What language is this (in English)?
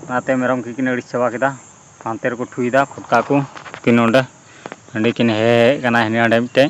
Santali